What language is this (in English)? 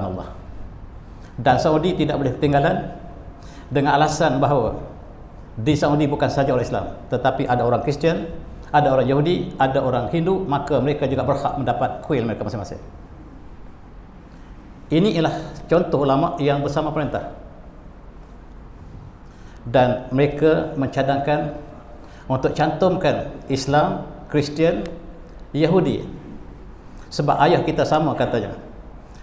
Malay